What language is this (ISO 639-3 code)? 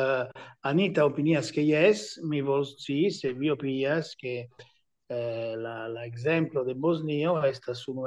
epo